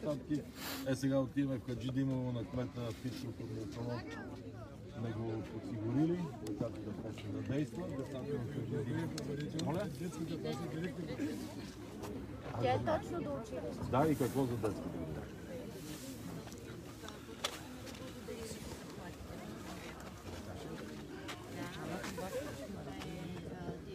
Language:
Bulgarian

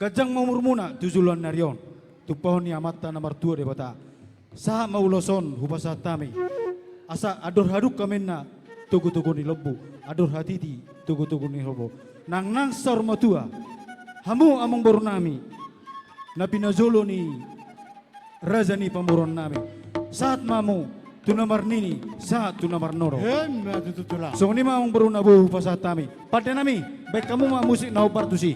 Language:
Batak Toba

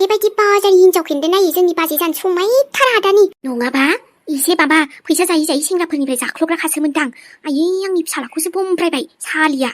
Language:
Bodo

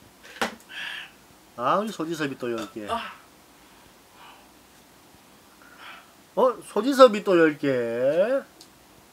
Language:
Korean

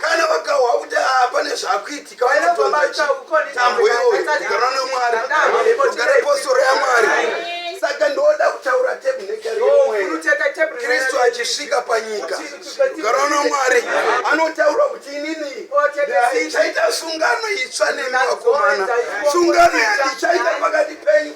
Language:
Shona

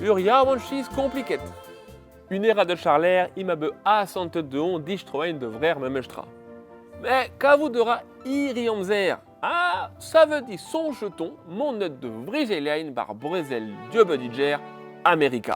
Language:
Breton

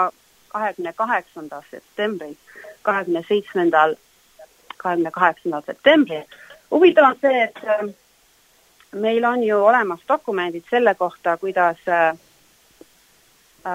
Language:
Estonian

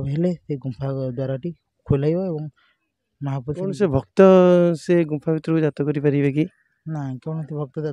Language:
Odia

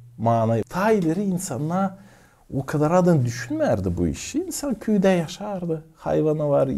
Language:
Gagauz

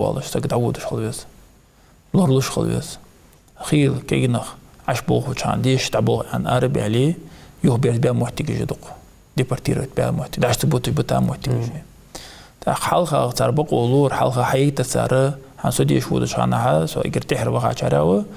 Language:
Ingush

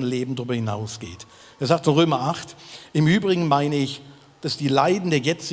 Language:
Swiss German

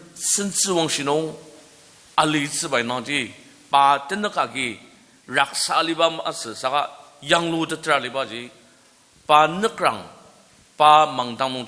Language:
Ao Naga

